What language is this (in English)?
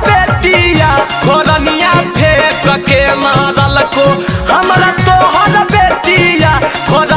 Magahi